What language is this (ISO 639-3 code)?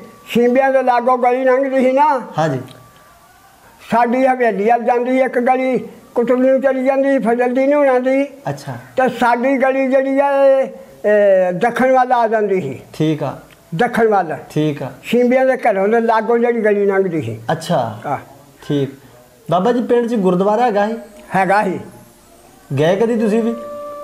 pan